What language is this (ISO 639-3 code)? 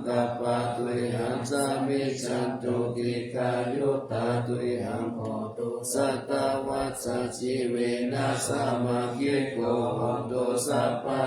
pli